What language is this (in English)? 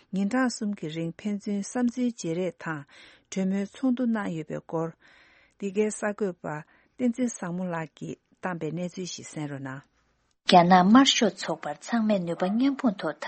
Tibetan